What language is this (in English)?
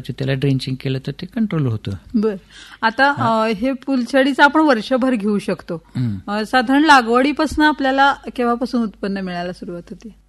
Marathi